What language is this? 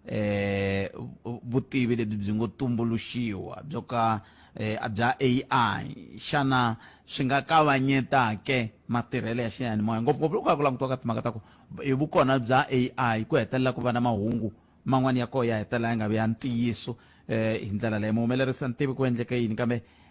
Tsonga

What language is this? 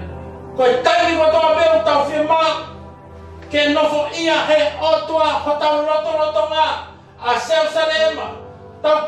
Tongan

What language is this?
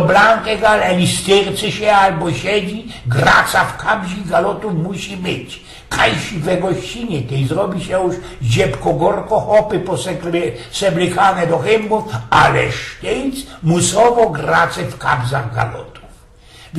Silesian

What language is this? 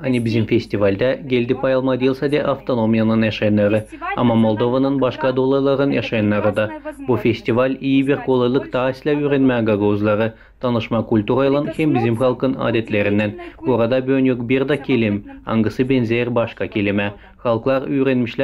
Gagauz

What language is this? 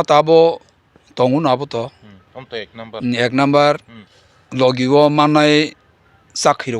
Kok Borok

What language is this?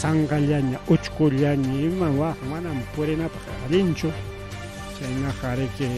Ayacucho Quechua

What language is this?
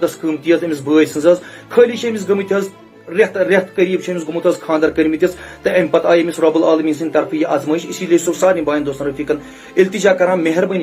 Kashmiri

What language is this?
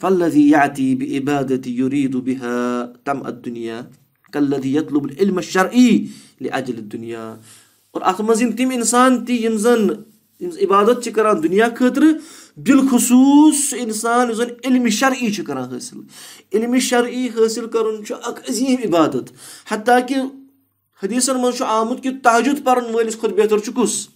Kashmiri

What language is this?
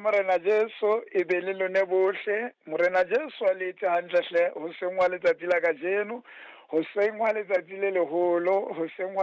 Southern Sotho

